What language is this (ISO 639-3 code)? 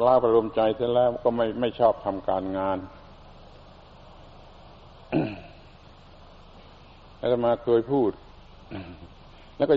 tha